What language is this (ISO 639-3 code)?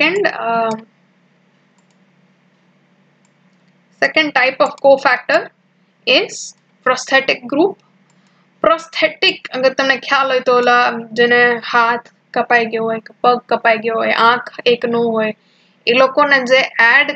guj